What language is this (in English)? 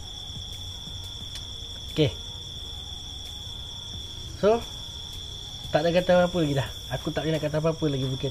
Malay